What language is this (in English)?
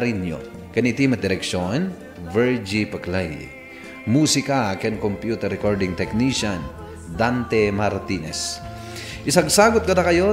Iloko